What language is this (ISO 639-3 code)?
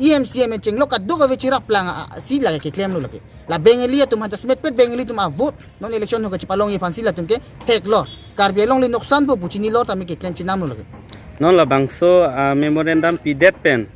mjw